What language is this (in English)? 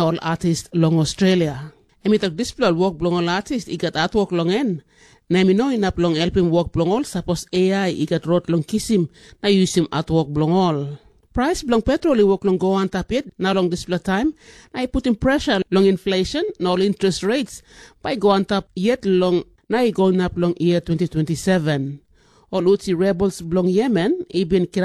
Tok Pisin